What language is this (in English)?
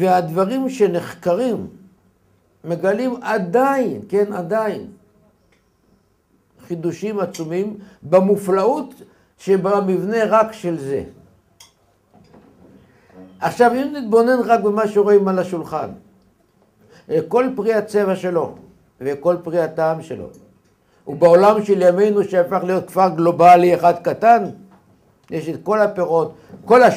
Hebrew